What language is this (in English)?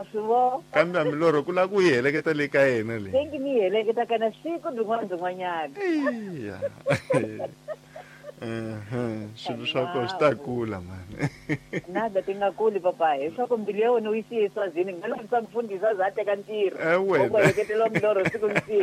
Tsonga